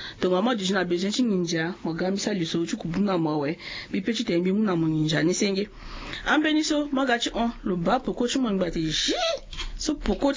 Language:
Sango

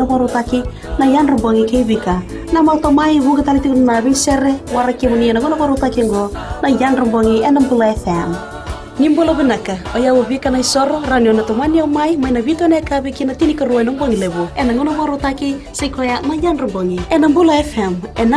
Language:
Fijian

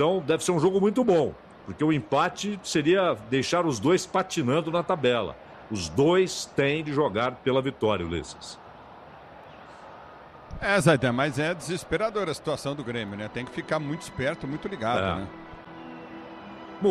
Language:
Portuguese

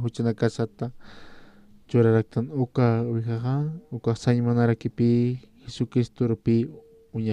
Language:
Aymara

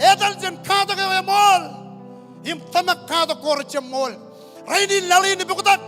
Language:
Marshallese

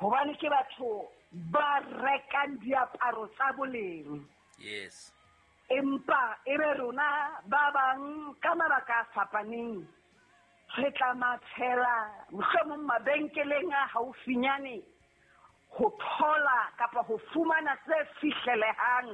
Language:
Southern Sotho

